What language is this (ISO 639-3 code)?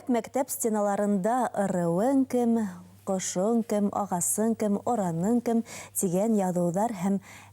bak